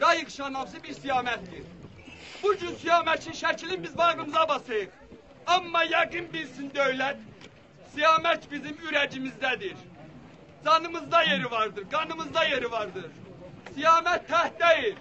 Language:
South Azerbaijani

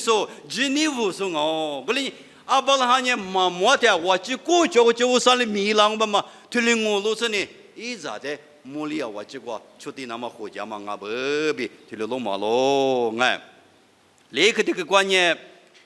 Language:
Lisu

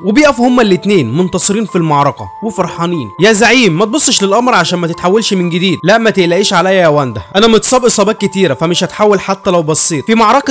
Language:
Egyptian Arabic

